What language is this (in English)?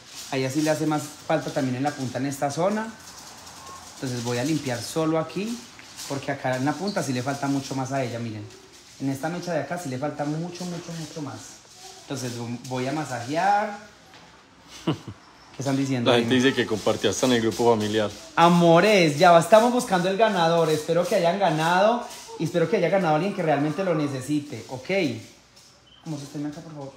Spanish